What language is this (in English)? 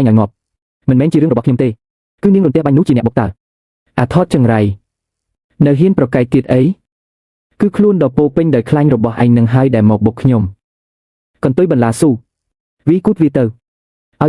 Khmer